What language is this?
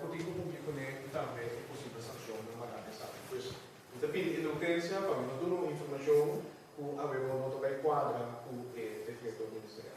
Papiamento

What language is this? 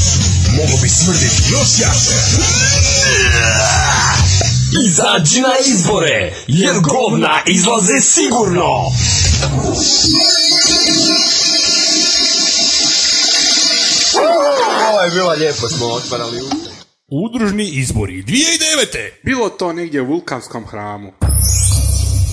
Croatian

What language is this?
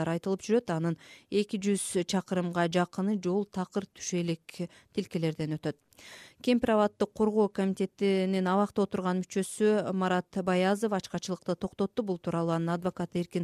Kyrgyz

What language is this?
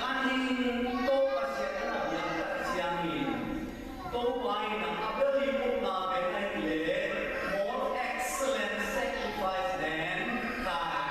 Tedim Chin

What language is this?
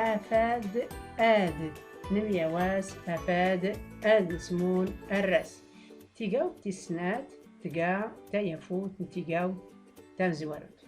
Tachelhit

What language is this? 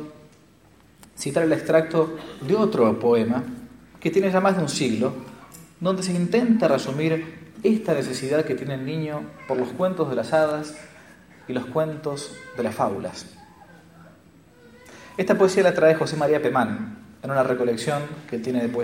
Spanish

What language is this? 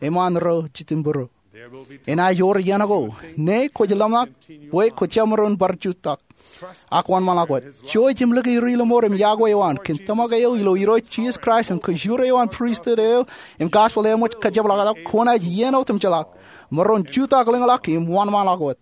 Marshallese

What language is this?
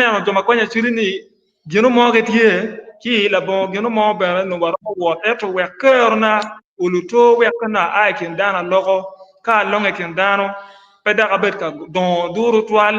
Acoli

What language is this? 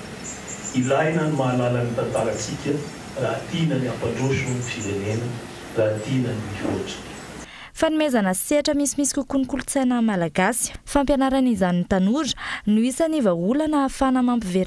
Malagasy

